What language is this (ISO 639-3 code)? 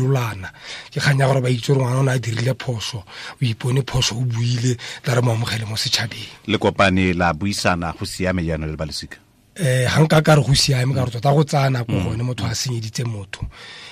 tsn